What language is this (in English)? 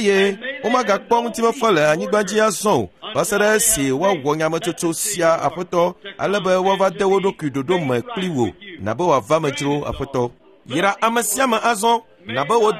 Ewe